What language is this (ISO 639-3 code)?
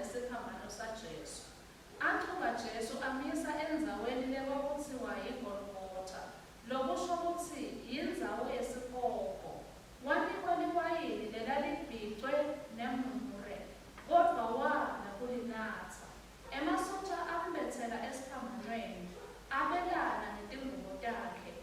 ssw